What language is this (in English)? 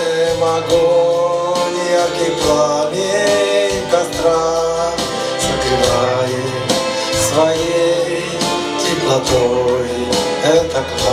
Chuvash